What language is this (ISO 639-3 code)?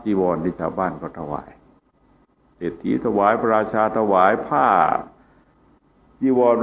tha